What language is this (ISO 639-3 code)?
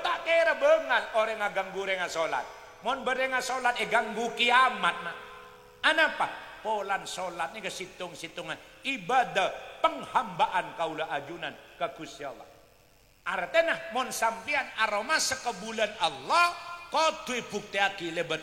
mad